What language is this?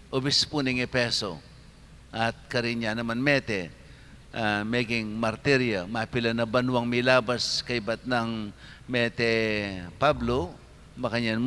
Pampanga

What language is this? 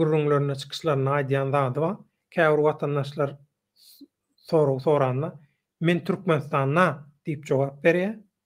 Turkmen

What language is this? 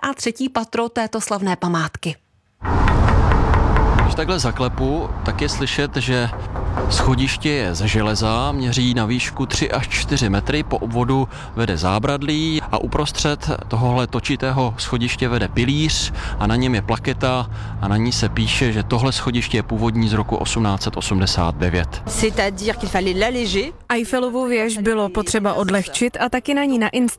Czech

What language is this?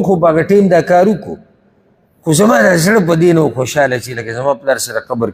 Pashto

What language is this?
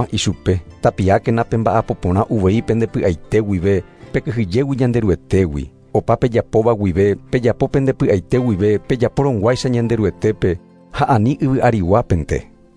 Guarani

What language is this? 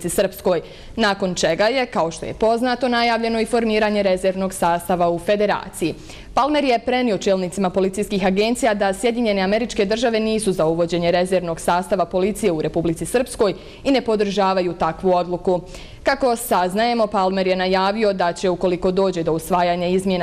Bosnian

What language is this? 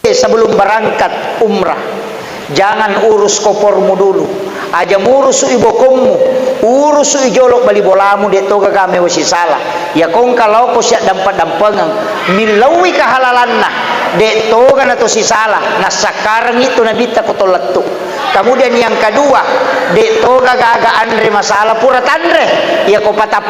Buginese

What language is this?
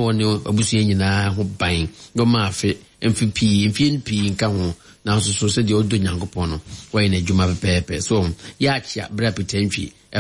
Akan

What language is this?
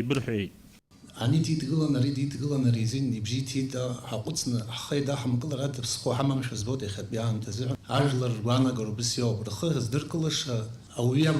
Abkhazian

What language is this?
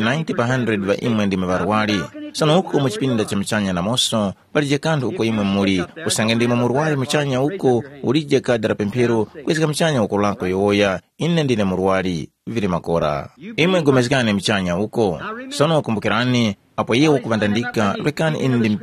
Tumbuka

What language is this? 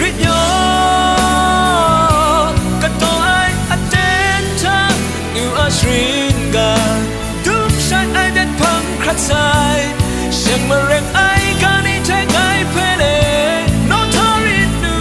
Kachin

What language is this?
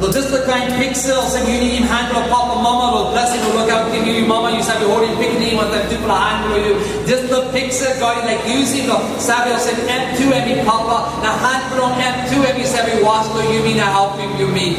Tok Pisin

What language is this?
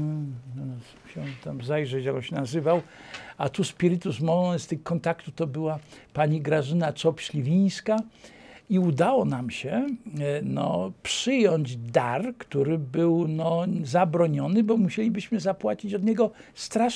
Polish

